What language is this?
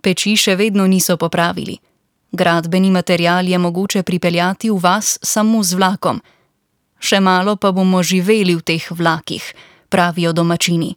Slovenian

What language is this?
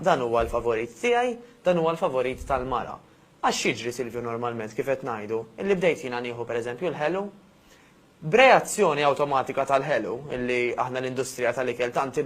Maltese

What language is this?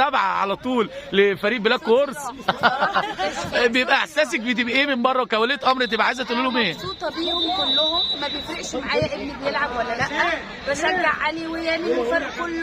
Egyptian Arabic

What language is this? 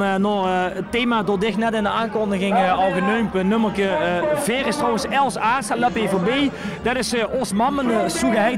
Limburgish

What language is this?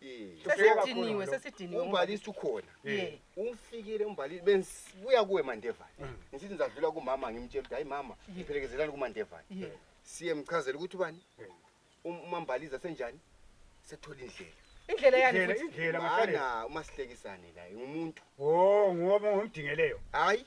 North Ndebele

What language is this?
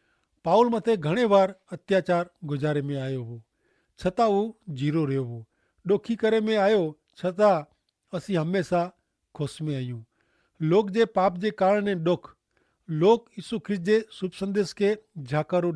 Kachhi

